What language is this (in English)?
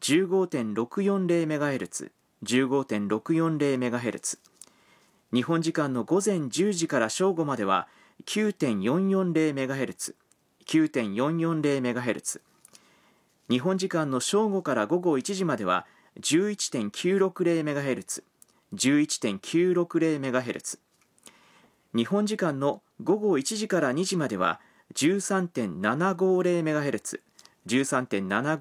Japanese